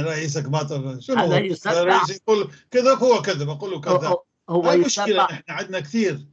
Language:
North Levantine Arabic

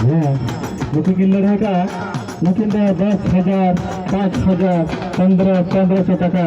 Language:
Santali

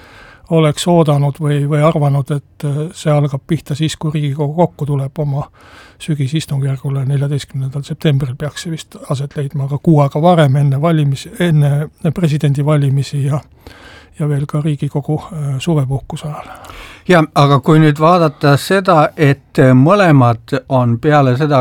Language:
Estonian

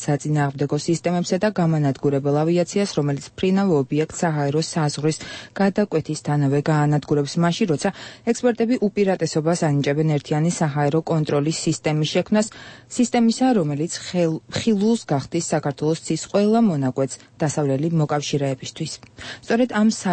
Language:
Georgian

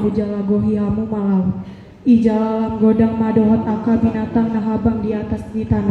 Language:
Batak Toba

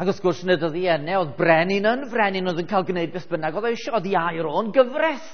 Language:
Welsh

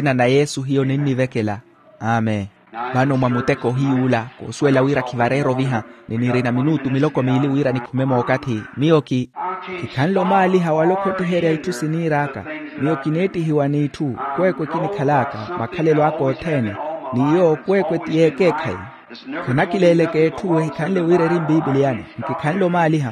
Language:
Makhuwa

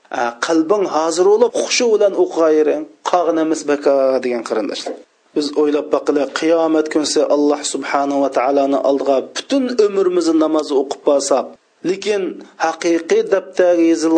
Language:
Uyghur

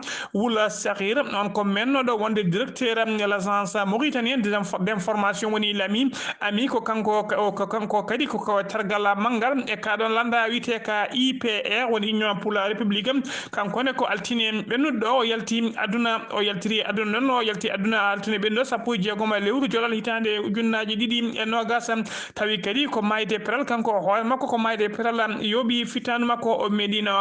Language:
Fula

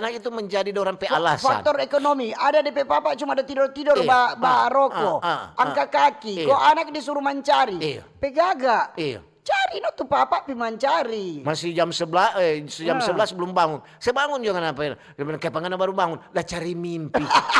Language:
Manado Malay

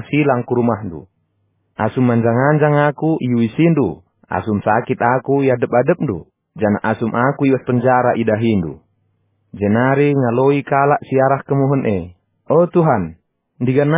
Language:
Batak Karo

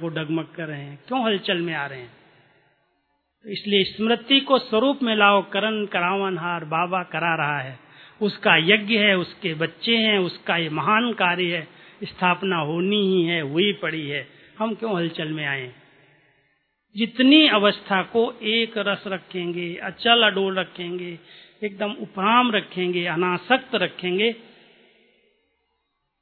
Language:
Hindi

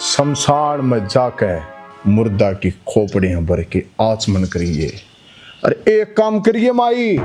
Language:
Haryanvi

